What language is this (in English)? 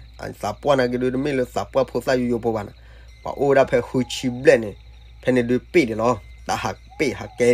S'gaw Karen